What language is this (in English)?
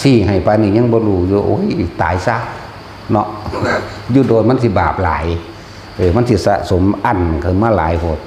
Lao